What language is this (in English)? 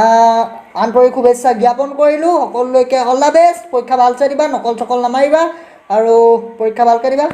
Assamese